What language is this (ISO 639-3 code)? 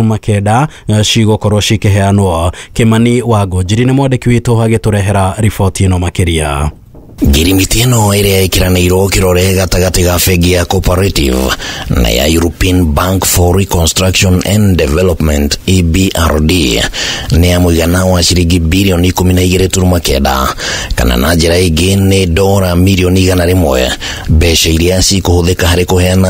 kik